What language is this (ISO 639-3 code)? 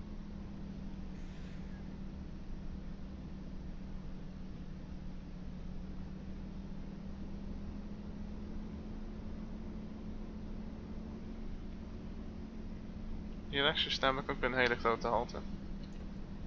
nld